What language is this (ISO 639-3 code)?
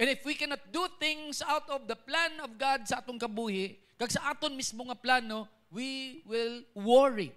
hil